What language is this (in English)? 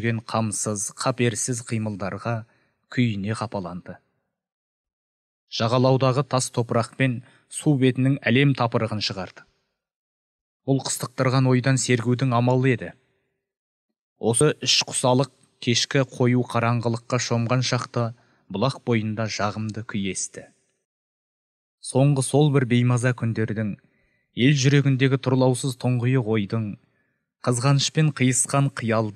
Kazakh